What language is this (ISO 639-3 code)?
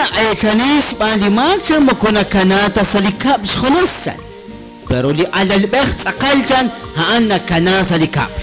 kek